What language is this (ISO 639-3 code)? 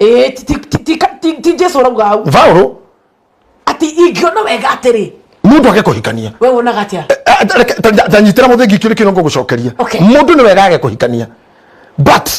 kik